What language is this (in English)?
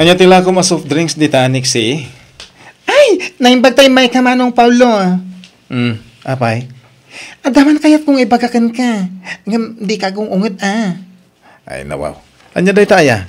Iloko